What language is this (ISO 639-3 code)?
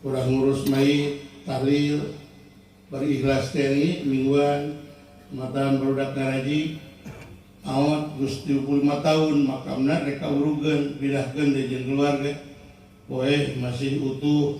sun